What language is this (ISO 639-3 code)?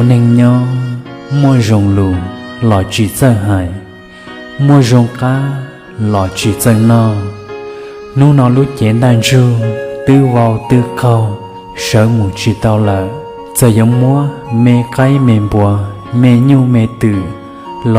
hmn